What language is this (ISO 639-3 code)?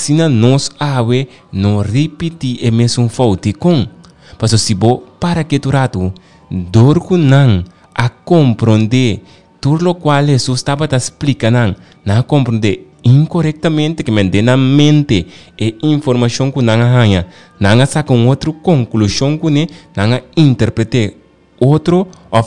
pap